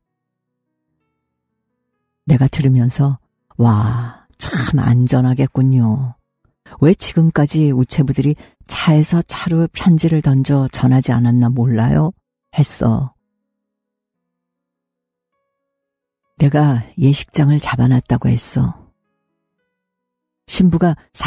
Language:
Korean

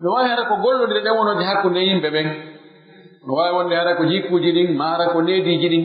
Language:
Pular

